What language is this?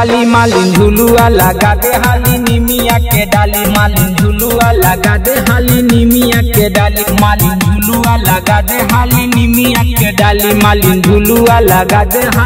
Bhojpuri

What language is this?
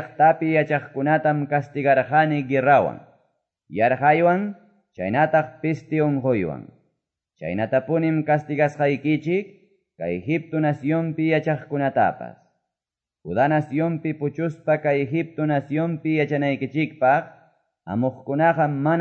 Quechua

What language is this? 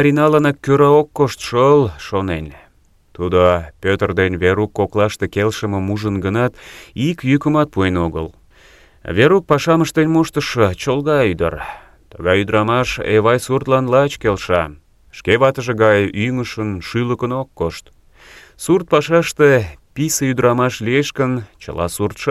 Mari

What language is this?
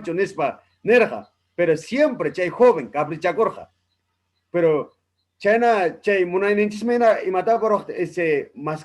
Ayacucho Quechua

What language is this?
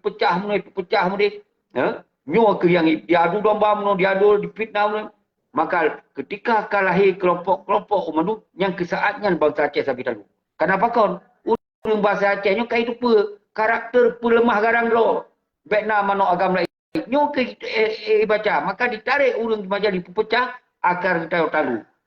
Achinese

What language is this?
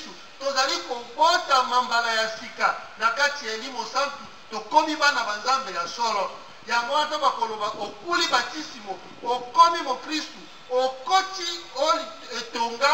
Lingala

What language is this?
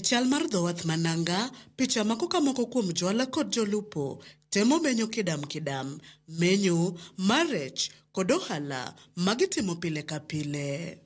Luo (Kenya and Tanzania)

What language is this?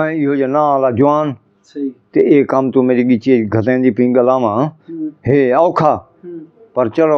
Saraiki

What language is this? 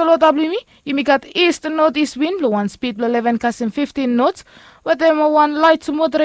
Bislama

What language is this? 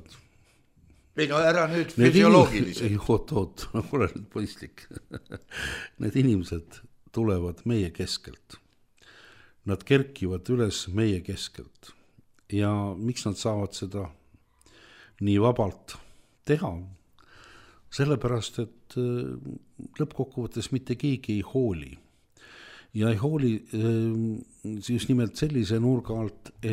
Estonian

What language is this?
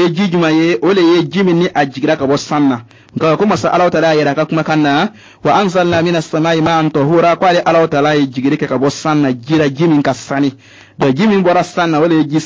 Bambara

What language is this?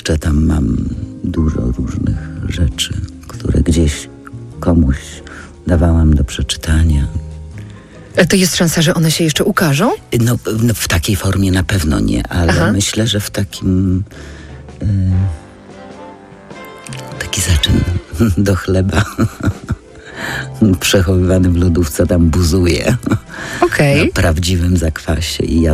Polish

